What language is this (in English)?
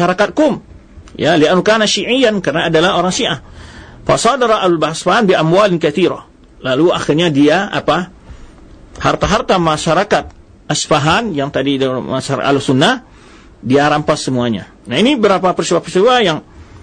Indonesian